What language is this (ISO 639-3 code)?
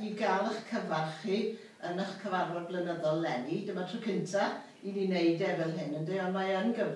cym